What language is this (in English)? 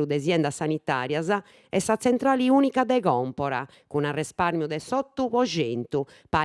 Sardinian